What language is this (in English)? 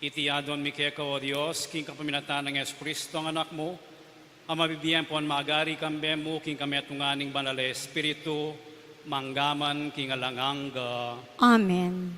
Pampanga